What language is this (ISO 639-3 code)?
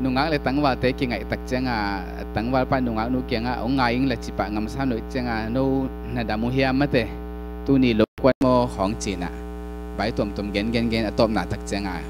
ctd